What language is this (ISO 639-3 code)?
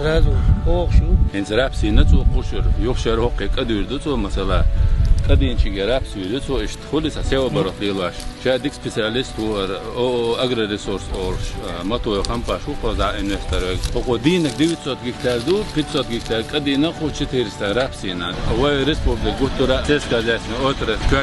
che